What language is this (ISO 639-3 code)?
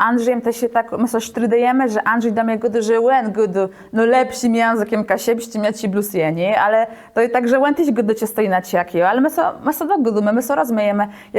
csb